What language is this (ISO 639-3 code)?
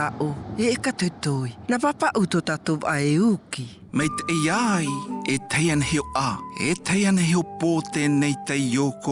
mqm